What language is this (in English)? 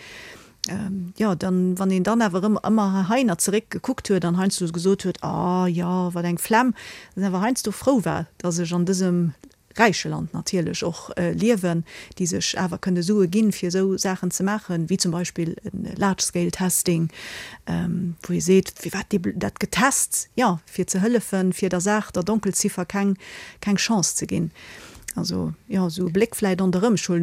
Luxembourgish